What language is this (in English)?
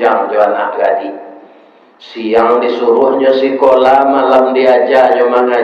Minangkabau